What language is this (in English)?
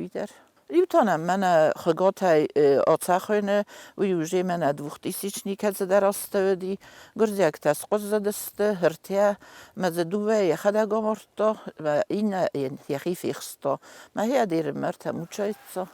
Ossetic